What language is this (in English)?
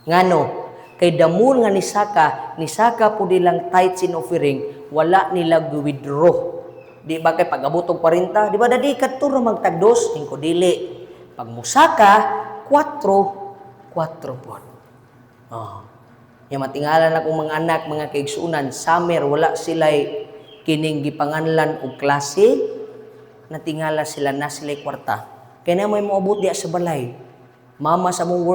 Cebuano